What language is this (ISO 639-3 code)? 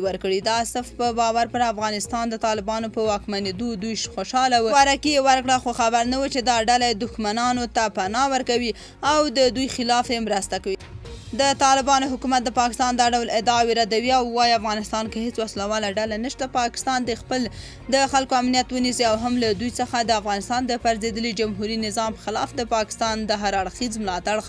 pus